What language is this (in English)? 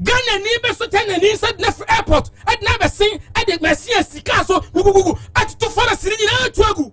Akan